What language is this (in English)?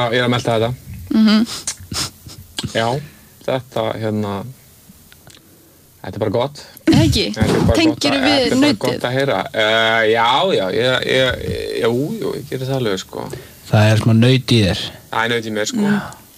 Icelandic